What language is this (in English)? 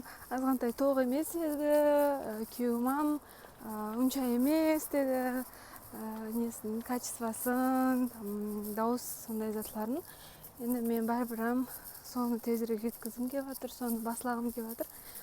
Kara-Kalpak